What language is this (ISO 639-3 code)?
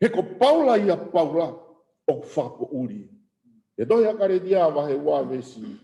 ton